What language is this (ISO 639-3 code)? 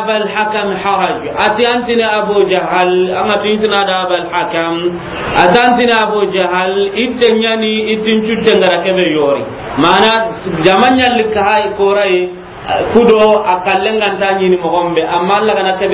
snk